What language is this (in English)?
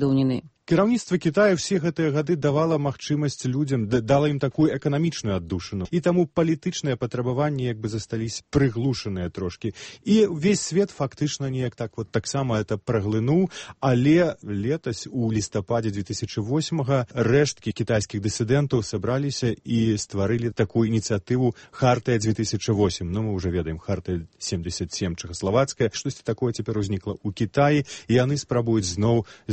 Belarusian